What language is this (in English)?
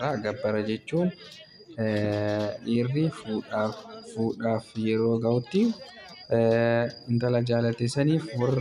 Oromo